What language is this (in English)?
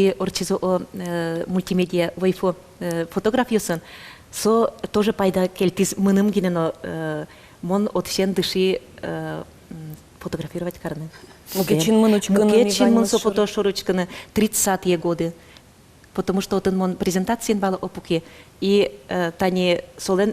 Udmurt